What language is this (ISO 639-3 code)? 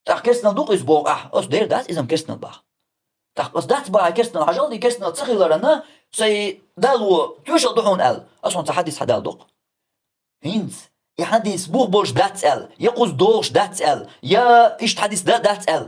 che